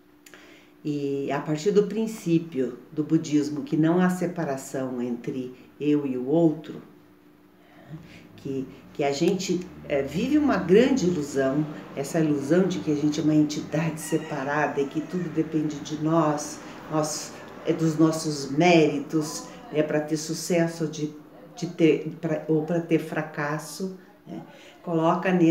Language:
Portuguese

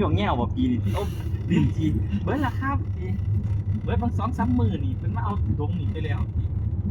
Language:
Northeastern Thai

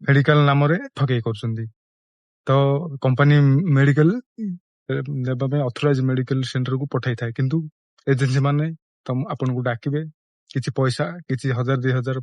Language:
Odia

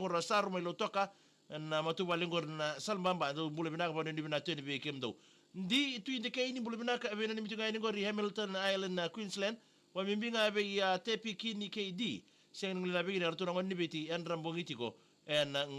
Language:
Fijian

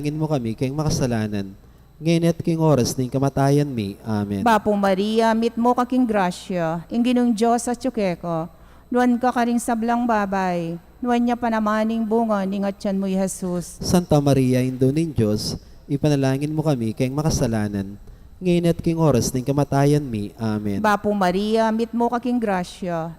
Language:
Pampanga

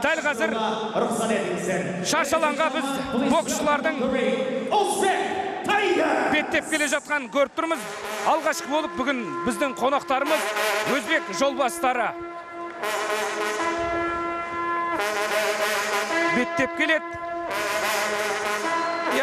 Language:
Kazakh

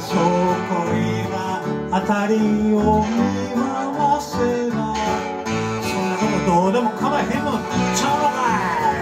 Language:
Japanese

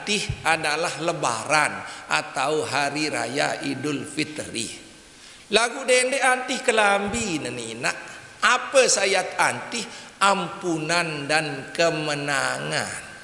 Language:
Sasak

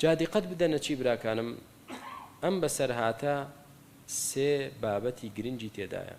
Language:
Central Kurdish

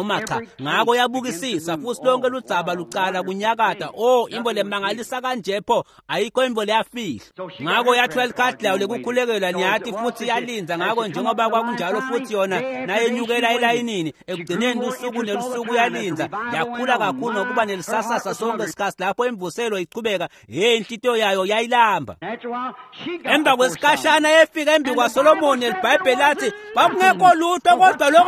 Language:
Swati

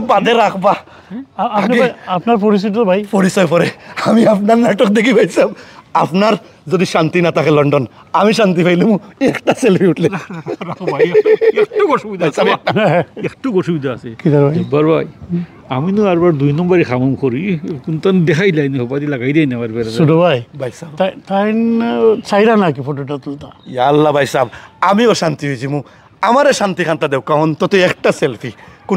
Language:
Sylheti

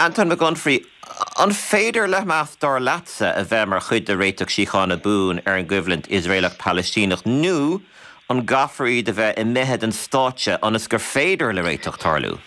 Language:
Irish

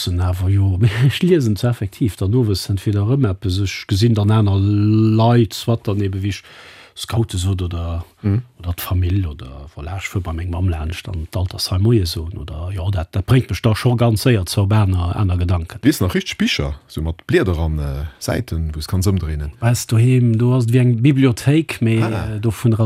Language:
Luxembourgish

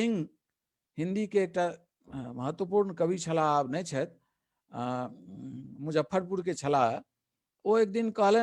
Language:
Maithili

